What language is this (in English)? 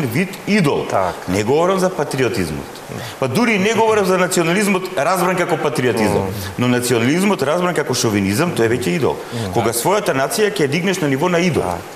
Macedonian